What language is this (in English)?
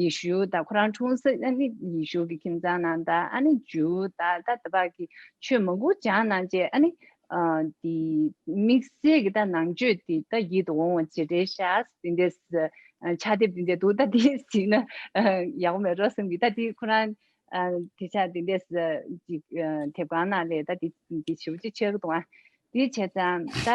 Tibetan